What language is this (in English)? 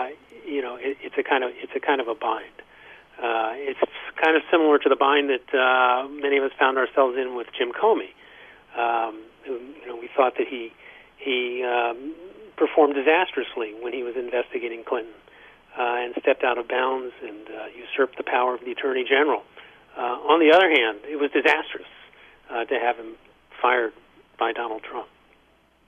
English